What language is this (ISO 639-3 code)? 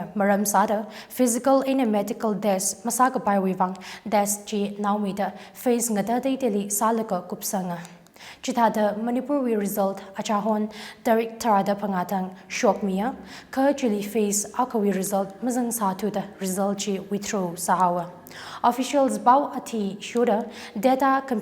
nmf